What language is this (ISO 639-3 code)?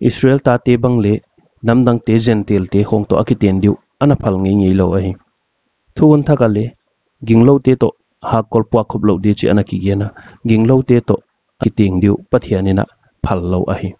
pck